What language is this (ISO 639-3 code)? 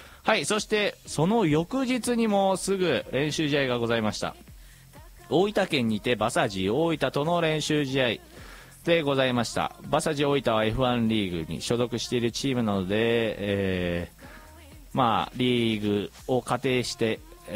jpn